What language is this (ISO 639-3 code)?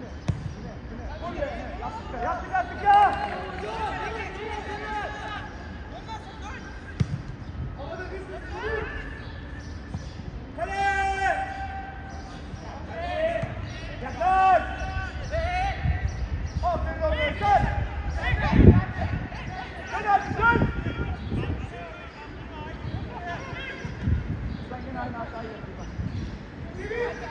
tur